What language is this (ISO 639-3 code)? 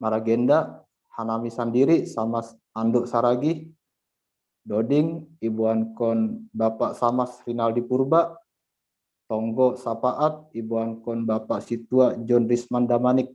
bts